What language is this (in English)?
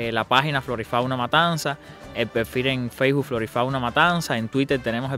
Spanish